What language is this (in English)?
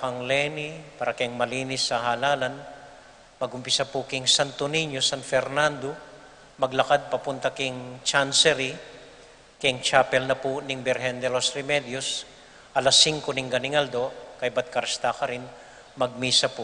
Pampanga